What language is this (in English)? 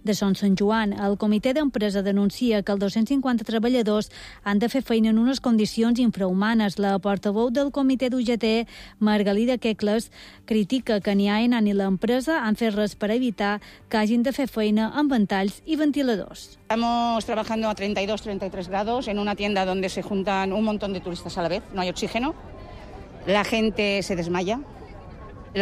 Catalan